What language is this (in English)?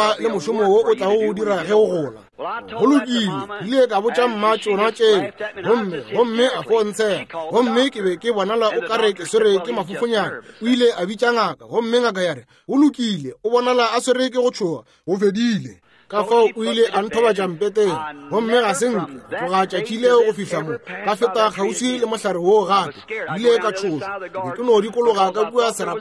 Northern Sotho